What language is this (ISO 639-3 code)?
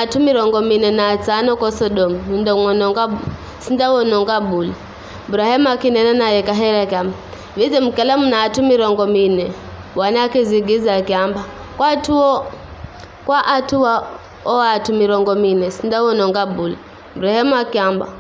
nyf